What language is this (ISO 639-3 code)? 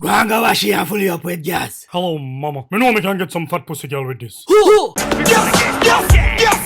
jam